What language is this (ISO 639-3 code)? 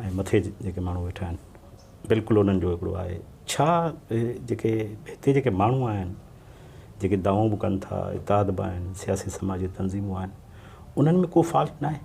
snd